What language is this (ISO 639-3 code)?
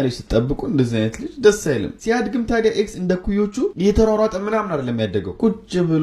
amh